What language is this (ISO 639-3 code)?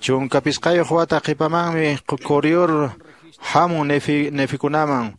que